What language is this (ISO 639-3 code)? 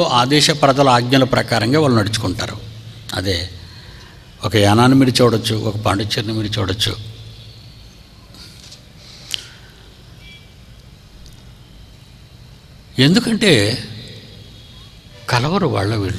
tel